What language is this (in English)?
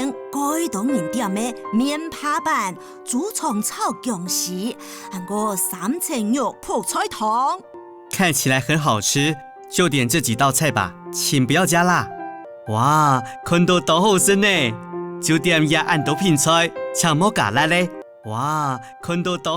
Hakka Chinese